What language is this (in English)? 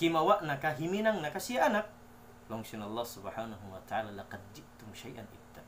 Tausug